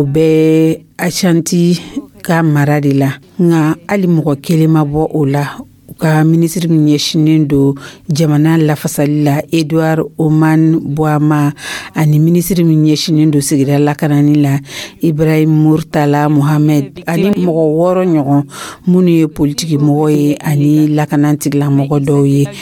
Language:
Dyula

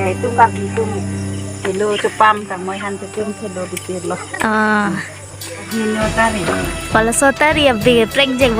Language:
Karbi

